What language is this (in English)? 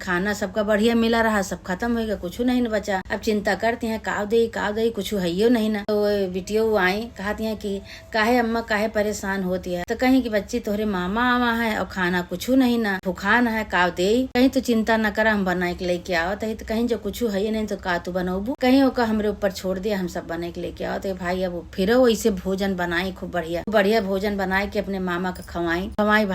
Awadhi